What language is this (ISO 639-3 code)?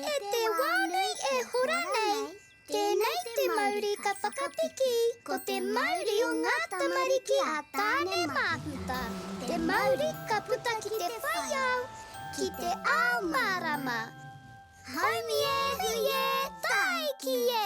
mri